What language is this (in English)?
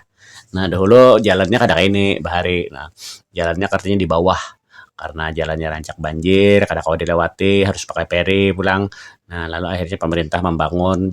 Banjar